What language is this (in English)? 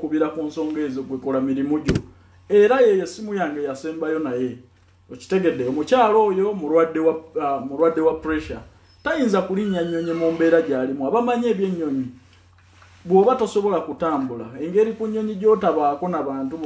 Ganda